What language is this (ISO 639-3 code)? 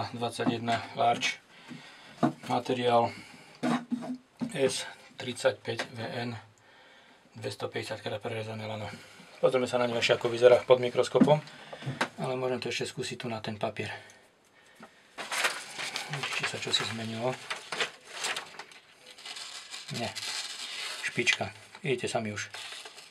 slk